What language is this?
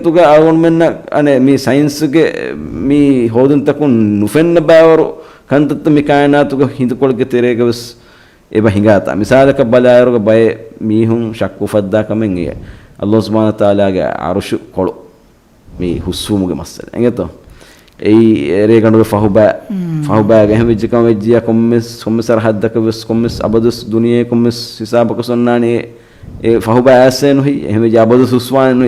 Divehi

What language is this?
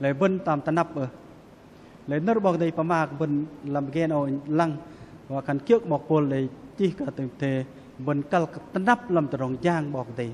Bahnar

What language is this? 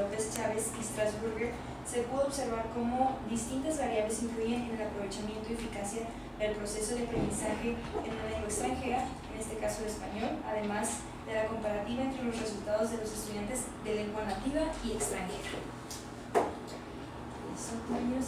Spanish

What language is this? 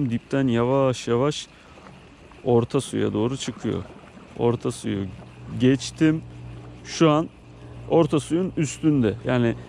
Turkish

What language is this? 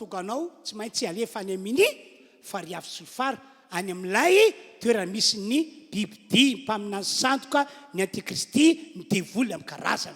Malagasy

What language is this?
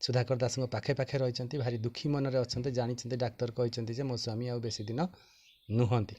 Odia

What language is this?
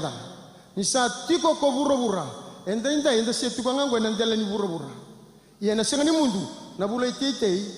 Fijian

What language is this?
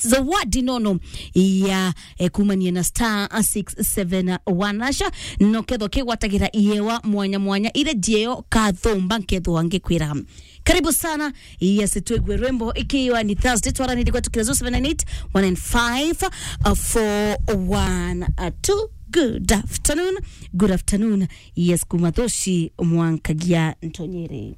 Meru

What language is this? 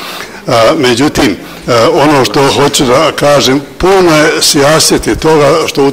Bosnian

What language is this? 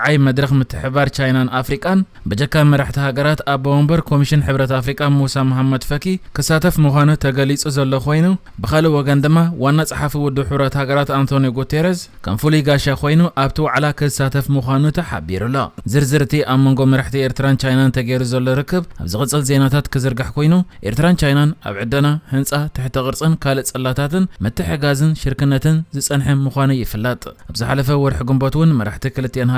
Tigrinya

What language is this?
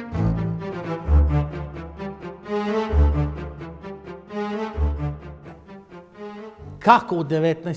Serbian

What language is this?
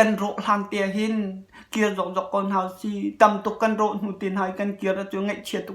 Hakha Chin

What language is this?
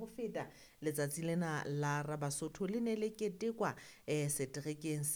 Southern Sotho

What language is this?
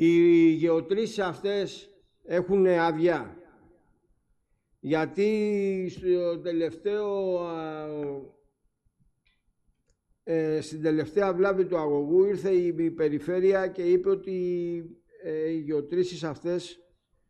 Greek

